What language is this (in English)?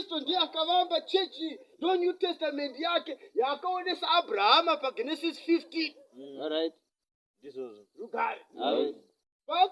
Shona